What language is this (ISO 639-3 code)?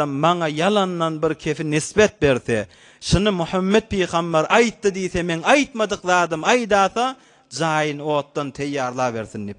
tuk